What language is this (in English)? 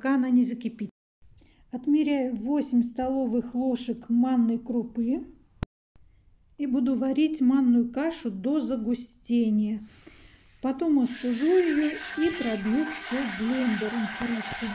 Russian